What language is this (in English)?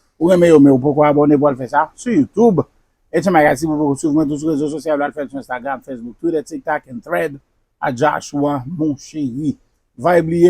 Haitian Creole